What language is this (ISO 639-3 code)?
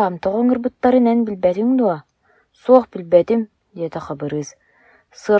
sah